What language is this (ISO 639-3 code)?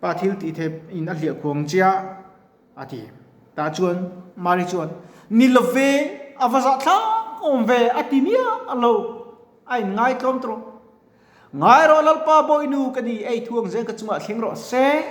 lus